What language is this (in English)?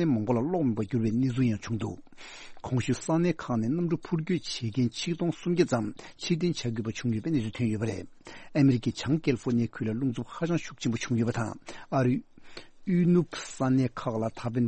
Tibetan